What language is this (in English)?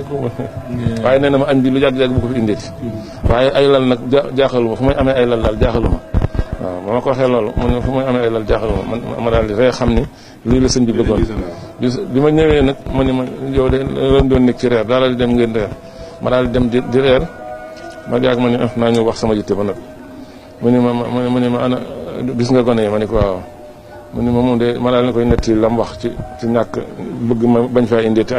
Wolof